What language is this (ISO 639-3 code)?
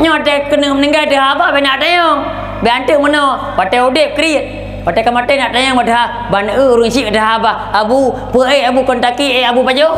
ace